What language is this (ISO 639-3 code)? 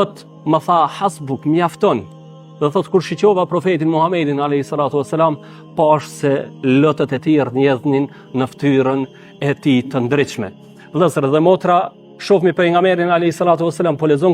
sqi